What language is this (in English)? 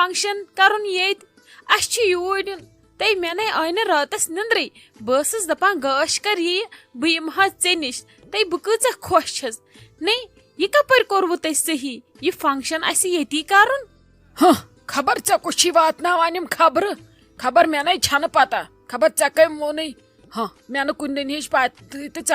Kashmiri